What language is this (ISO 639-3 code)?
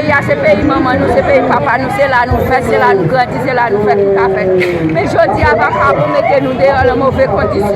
hat